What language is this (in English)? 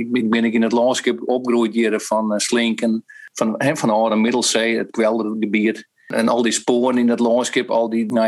Western Frisian